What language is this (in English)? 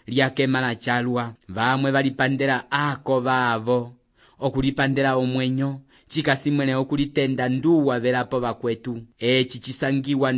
Umbundu